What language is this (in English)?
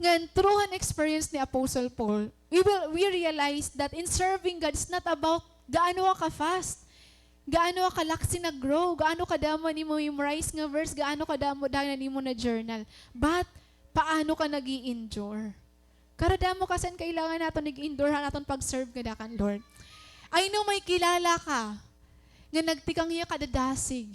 Waray